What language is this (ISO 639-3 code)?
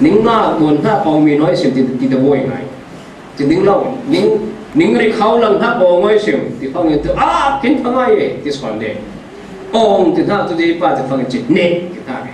cfm